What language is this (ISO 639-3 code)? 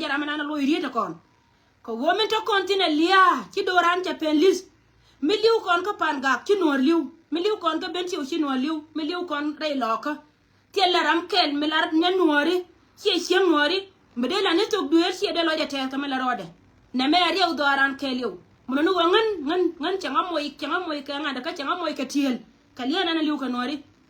nus